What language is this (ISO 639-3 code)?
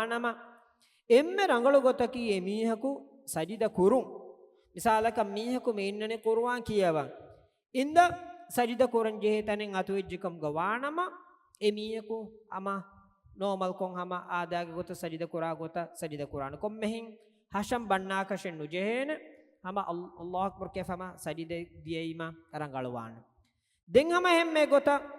div